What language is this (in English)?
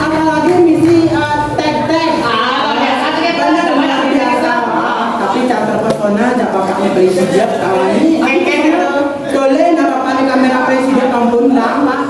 Balinese